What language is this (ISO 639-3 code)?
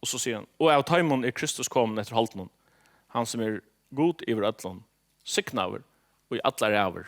fao